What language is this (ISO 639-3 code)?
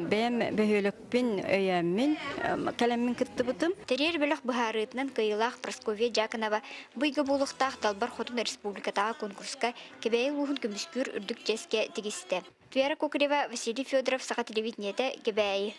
sah